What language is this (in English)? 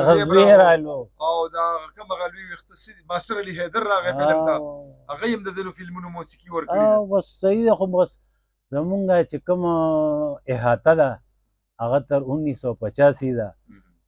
Pashto